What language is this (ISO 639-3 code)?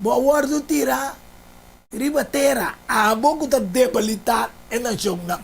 pap